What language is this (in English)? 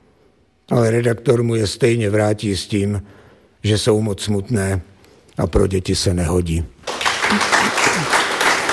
Czech